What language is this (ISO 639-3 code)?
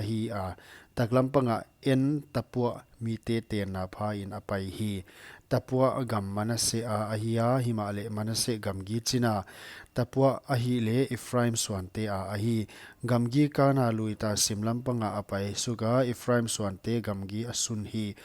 pck